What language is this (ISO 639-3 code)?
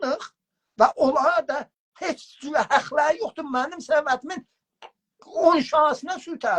azb